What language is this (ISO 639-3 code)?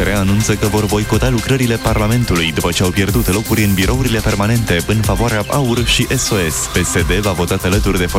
ron